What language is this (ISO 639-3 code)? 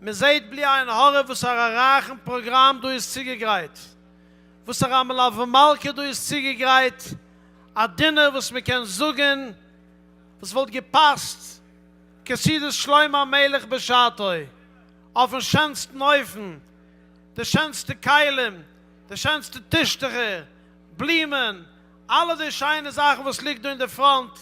yid